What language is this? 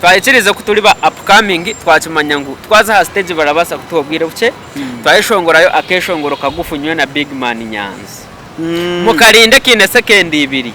Nyankole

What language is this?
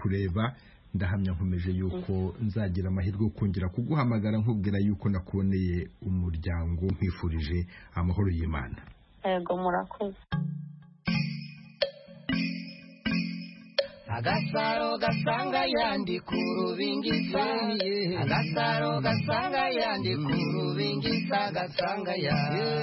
Kinyarwanda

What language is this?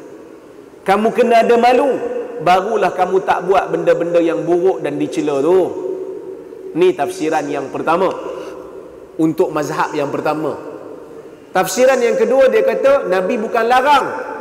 Malay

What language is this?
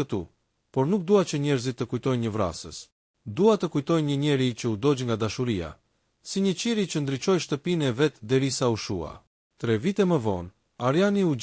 Albanian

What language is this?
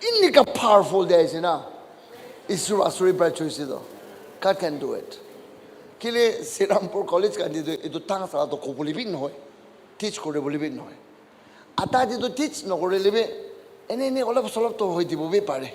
Naga Pidgin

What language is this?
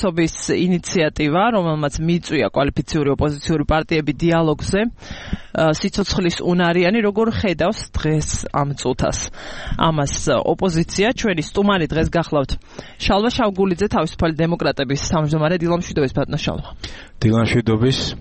Georgian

